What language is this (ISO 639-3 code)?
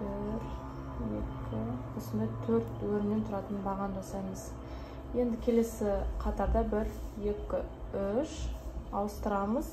kaz